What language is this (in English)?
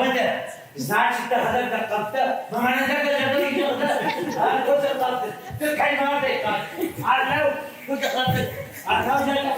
Ossetic